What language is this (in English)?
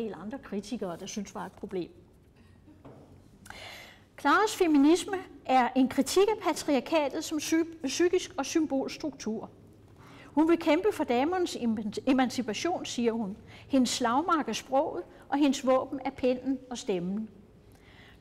Danish